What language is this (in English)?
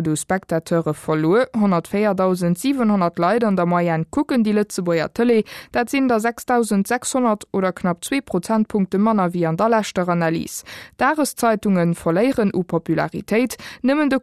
Luxembourgish